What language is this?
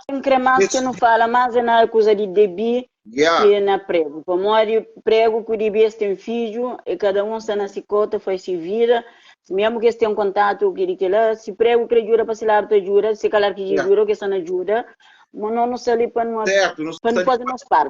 Kabuverdianu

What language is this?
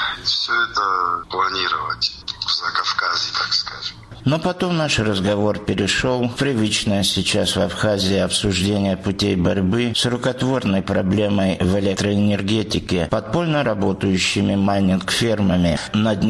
Russian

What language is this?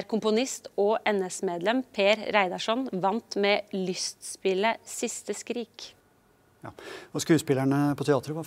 Norwegian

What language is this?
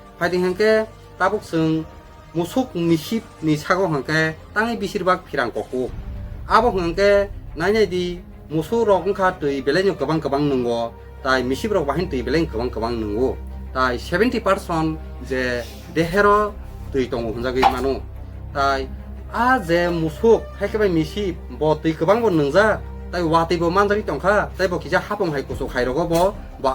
Kok Borok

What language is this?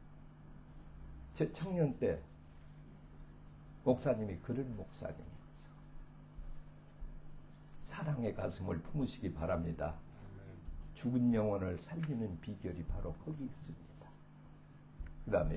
Korean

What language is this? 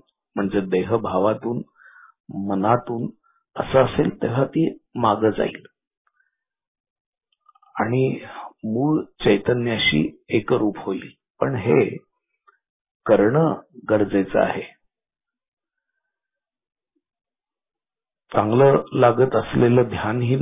Marathi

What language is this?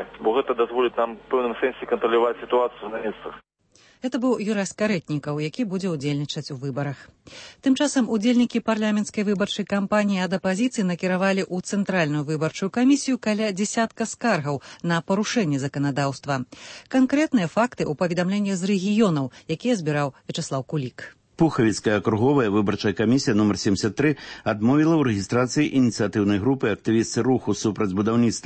Belarusian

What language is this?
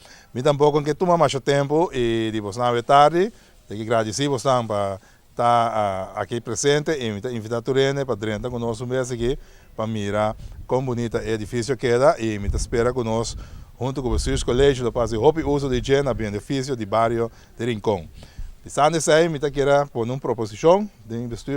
Papiamento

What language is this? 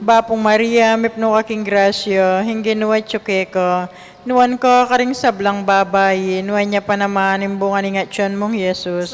Pampanga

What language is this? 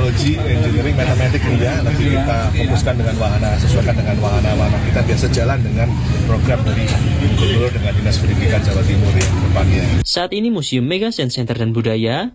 Indonesian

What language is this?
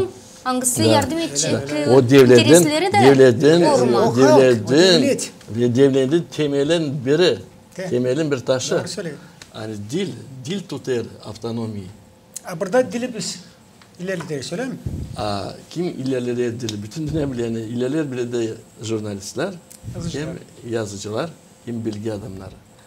Gagauz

